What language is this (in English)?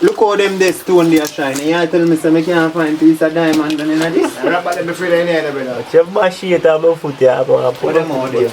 Jamaican Creole English